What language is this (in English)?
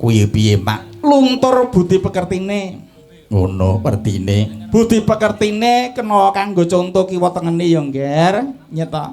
Javanese